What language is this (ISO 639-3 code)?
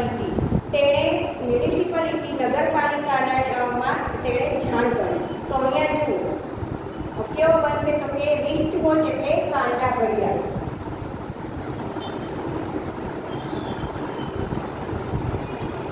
guj